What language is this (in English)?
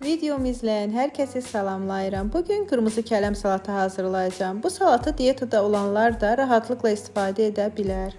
Azerbaijani